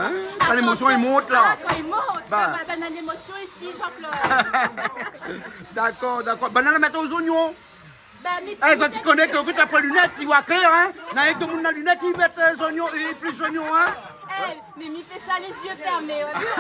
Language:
Réunion Creole French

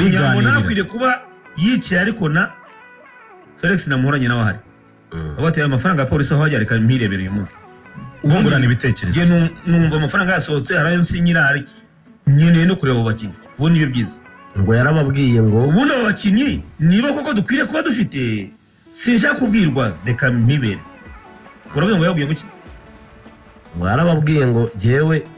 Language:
Kinyarwanda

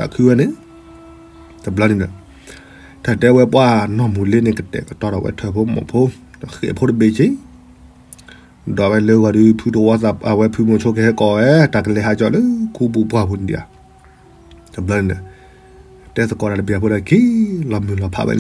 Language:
S'gaw Karen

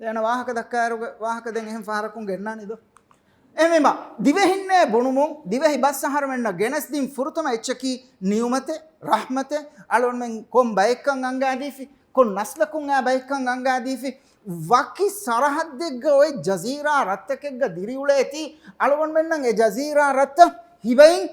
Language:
Divehi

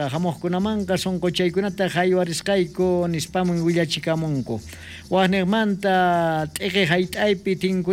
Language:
South Bolivian Quechua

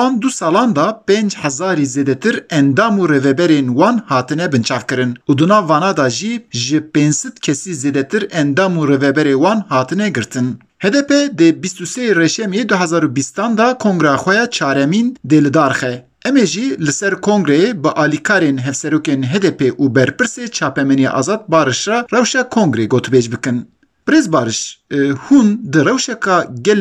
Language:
Kurdish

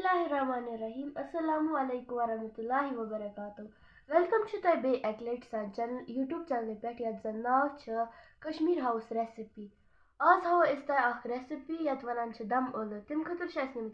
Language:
Kashmiri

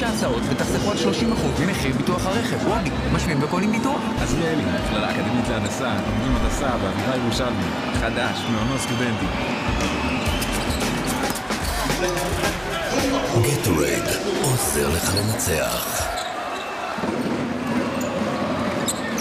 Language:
Hebrew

